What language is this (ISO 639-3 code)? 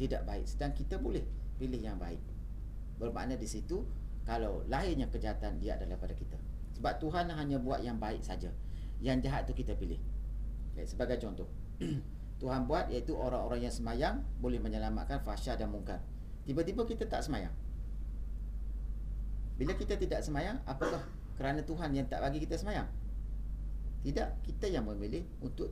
msa